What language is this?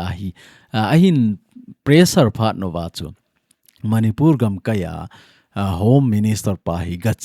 Thado Chin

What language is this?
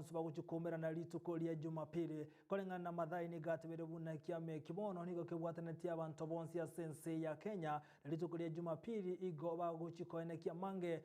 Gusii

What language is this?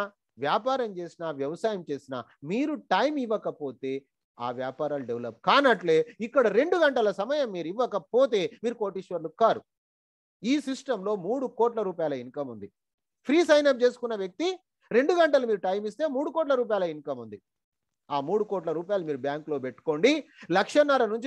Telugu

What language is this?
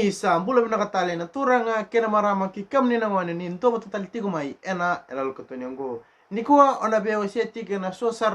Fijian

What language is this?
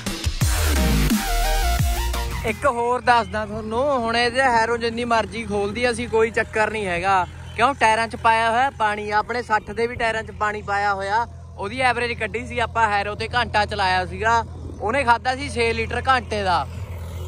Punjabi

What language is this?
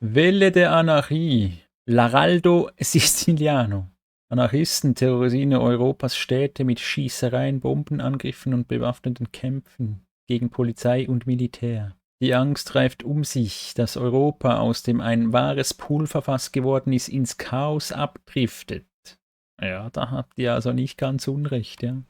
Swiss German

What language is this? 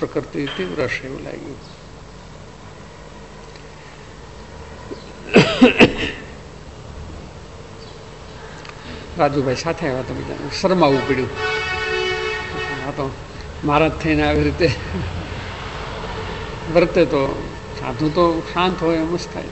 Gujarati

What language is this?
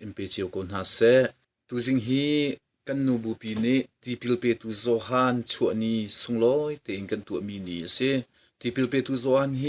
Hakha Chin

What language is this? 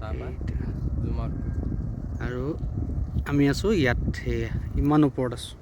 Assamese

